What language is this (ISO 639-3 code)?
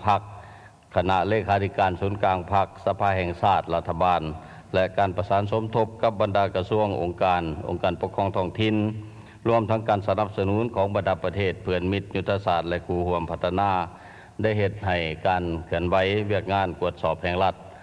lao